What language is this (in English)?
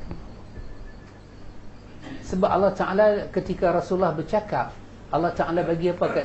Malay